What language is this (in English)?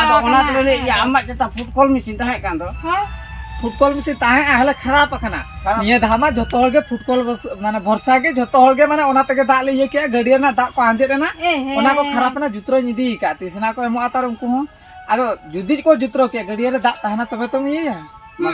Santali